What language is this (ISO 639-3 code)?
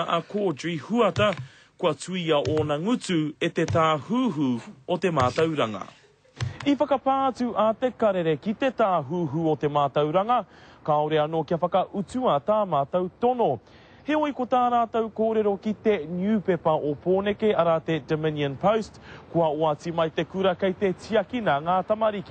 mri